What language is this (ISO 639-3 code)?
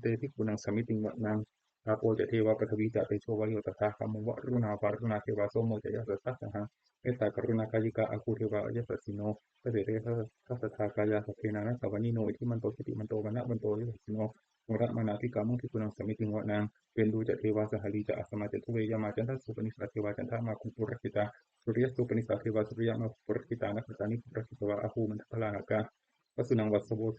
pli